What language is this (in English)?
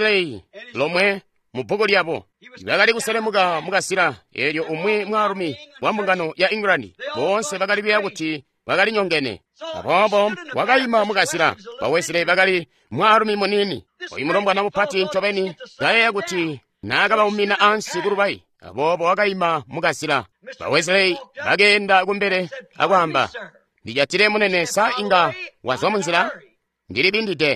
Tonga (Zambia)